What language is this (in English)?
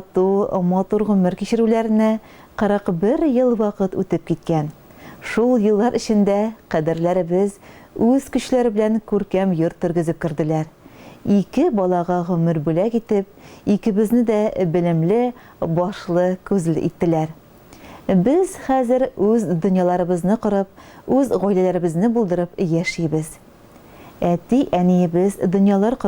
Tatar